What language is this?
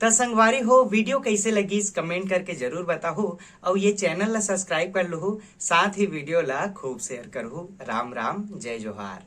Chhattisgarhi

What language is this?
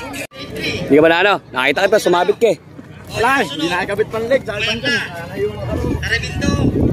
Filipino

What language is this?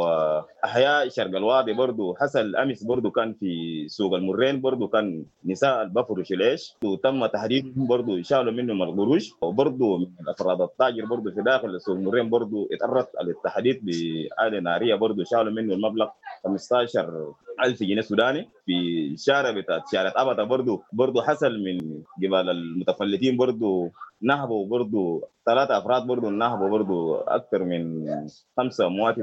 Sudanese Arabic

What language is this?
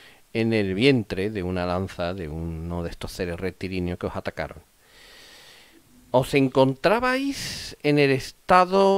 Spanish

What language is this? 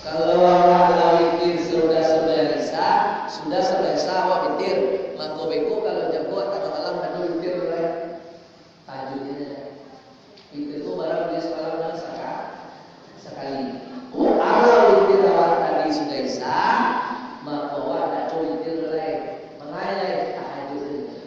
Minangkabau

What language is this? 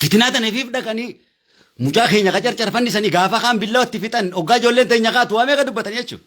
Oromo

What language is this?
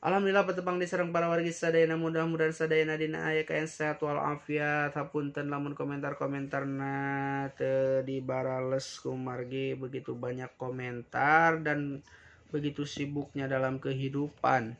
Sundanese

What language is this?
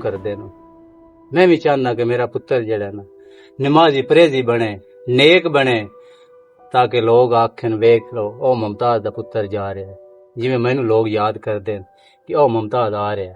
Western Panjabi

